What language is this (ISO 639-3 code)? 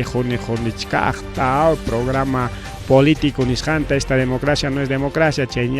quy